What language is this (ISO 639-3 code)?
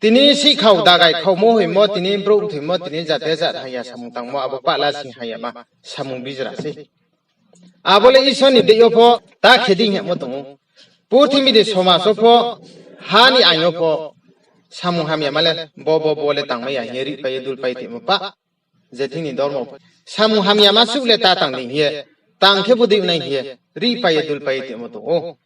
ria